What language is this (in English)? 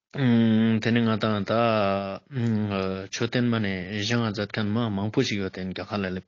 Ladakhi